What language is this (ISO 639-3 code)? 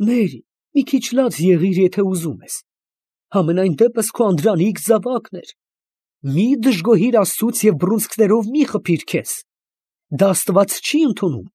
hye